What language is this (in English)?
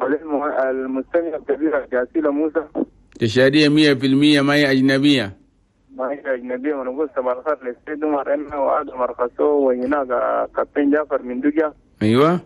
Chadian Arabic